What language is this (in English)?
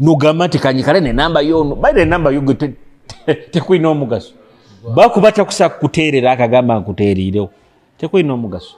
Nyoro